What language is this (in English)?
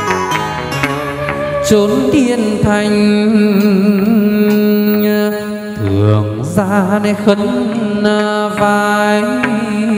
Vietnamese